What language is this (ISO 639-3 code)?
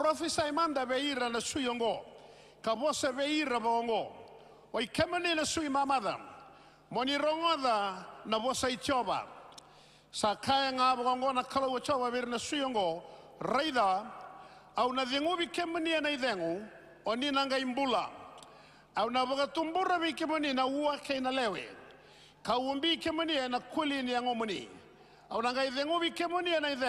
fij